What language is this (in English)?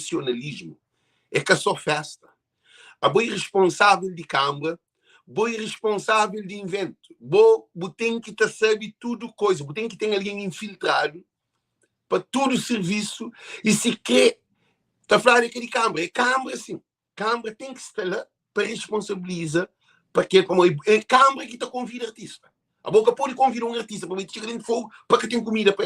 Kabuverdianu